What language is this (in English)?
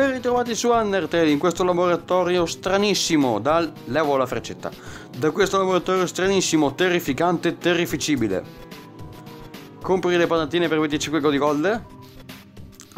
Italian